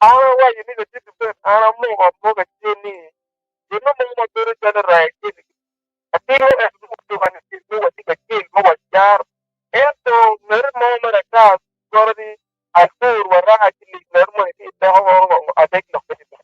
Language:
Acoli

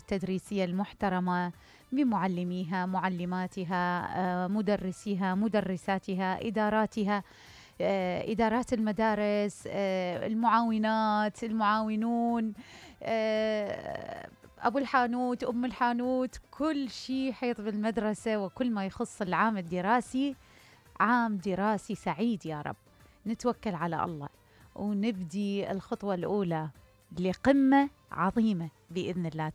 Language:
Mesopotamian Arabic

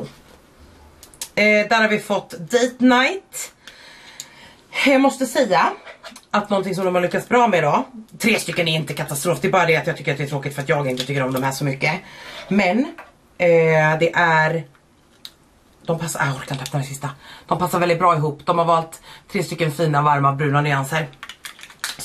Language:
Swedish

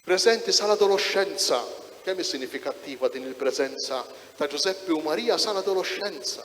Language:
Maltese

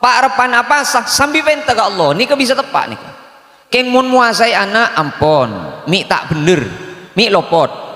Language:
Madurese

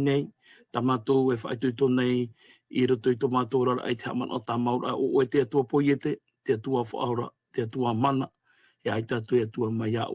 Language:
Tahitian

